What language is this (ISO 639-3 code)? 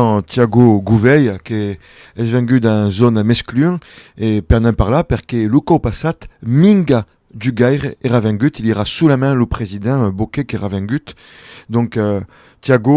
oci